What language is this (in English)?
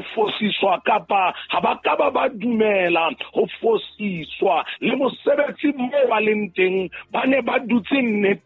Southern Sotho